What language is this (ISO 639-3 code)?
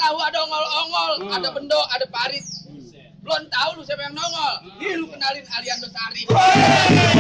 bew